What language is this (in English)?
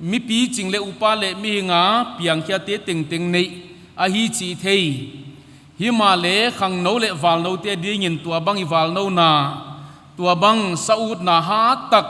Paite Chin